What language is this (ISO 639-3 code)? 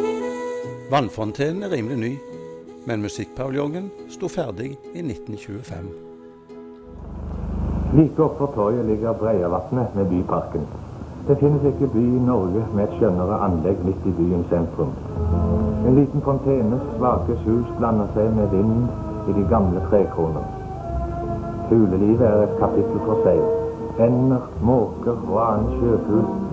nor